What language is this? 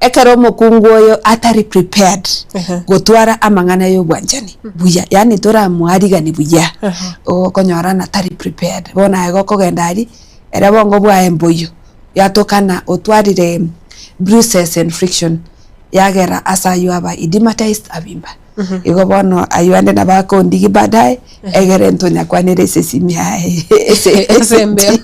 Gusii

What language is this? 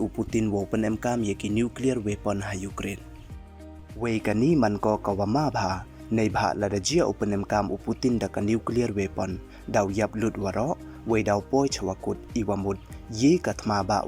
Pnar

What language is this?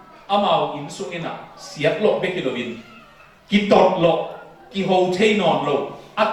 Tedim Chin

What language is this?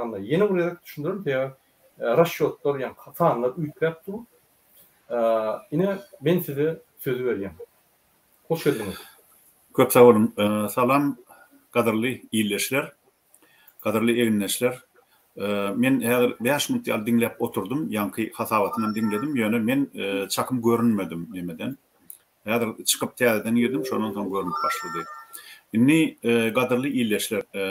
Turkmen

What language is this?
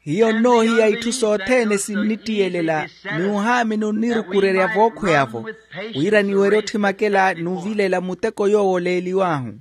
Makhuwa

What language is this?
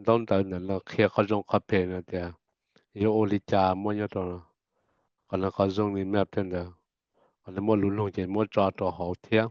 Hmong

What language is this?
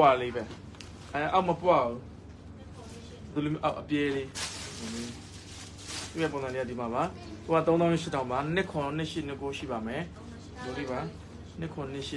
Burmese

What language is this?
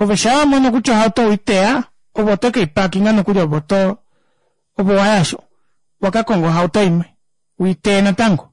Kuanyama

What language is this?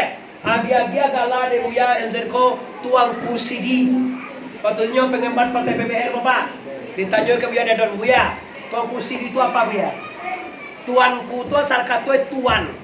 Minangkabau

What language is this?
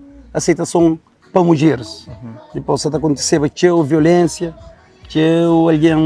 Kabuverdianu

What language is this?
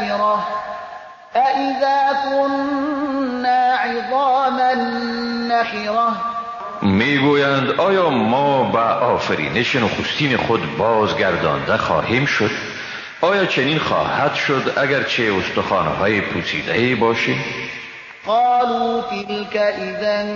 Persian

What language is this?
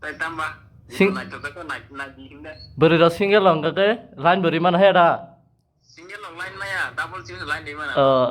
Kok Borok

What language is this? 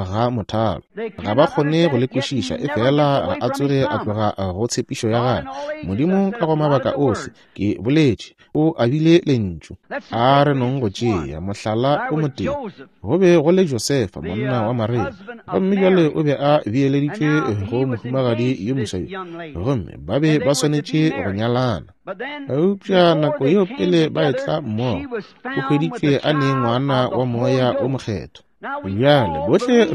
Northern Sotho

